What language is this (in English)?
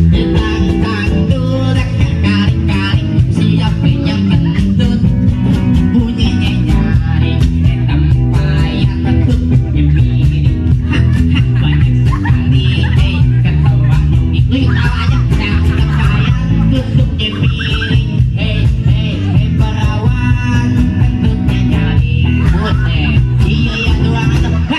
Betawi